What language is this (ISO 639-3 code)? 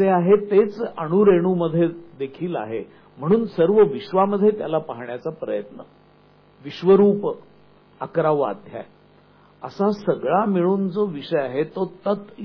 mar